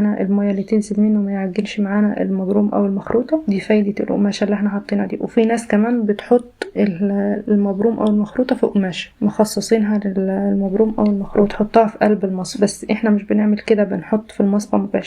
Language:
Egyptian Arabic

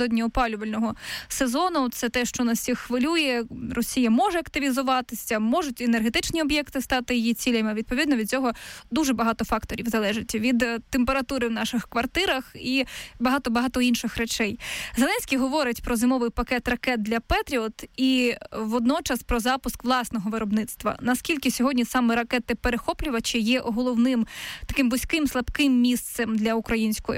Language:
Ukrainian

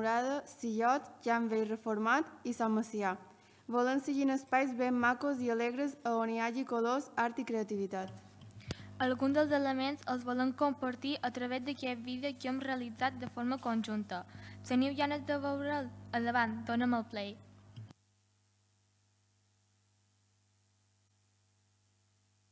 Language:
Catalan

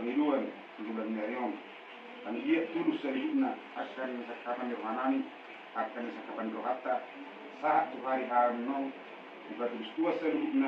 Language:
Batak Toba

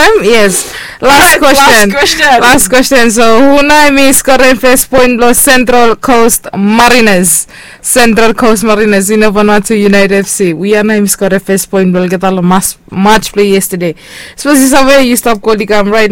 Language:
Bislama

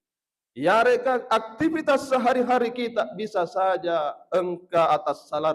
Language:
Buginese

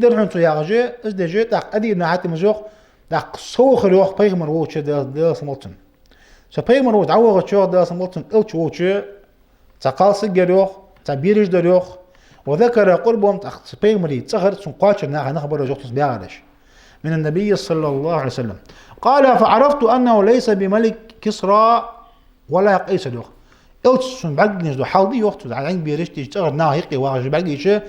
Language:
Ingush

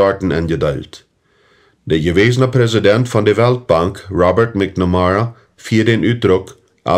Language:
Plautdietsch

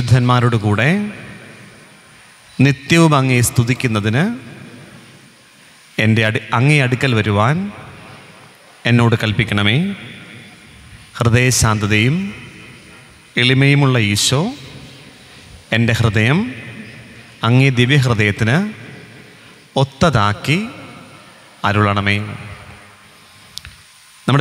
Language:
Malayalam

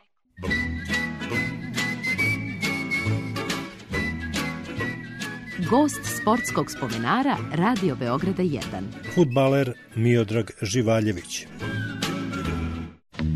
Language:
Serbian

